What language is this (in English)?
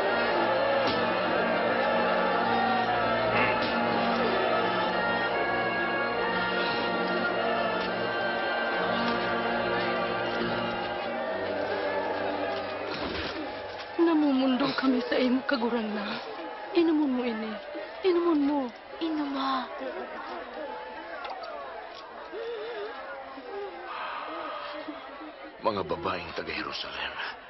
Bikol